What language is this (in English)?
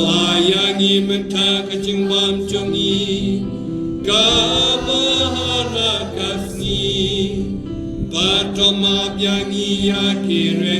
Khasi